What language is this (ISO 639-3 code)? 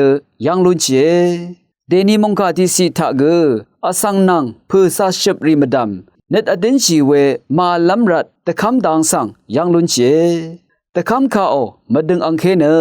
raw